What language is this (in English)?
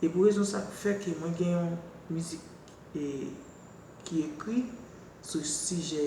Haitian Creole